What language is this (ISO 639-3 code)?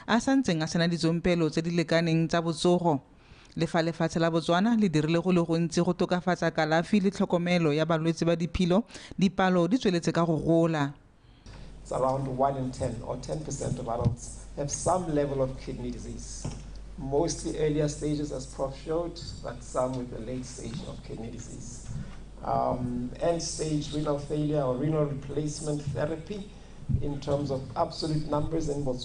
tsn